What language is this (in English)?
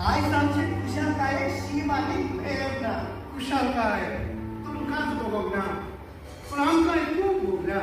Konkani